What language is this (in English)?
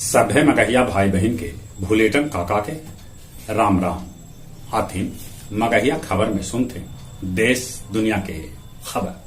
Magahi